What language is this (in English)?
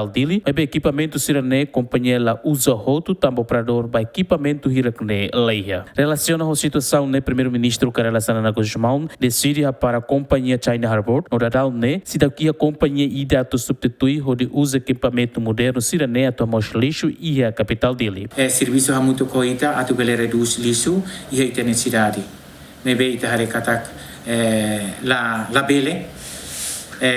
Tetum